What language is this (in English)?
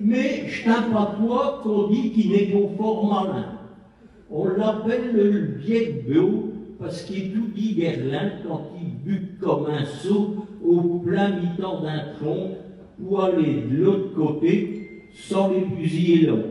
Picard